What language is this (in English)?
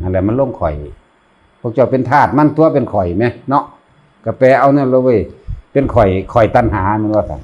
Lao